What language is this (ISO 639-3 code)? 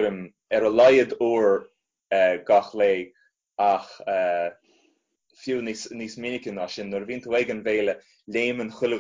gle